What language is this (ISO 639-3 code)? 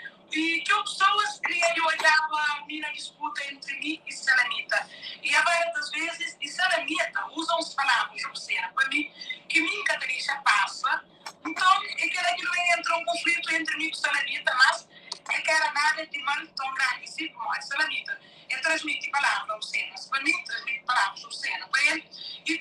kea